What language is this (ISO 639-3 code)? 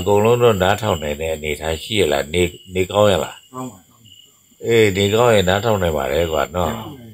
mya